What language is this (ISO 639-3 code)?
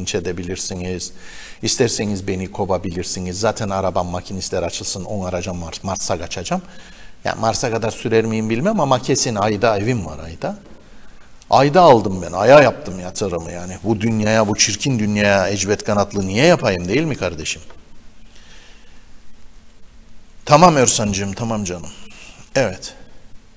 tur